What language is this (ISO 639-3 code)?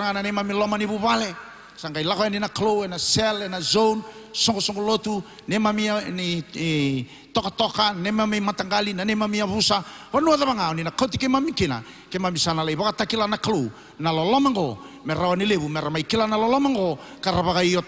fij